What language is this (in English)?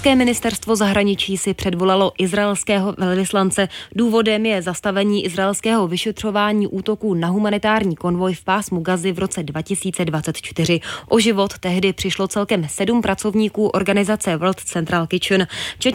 Czech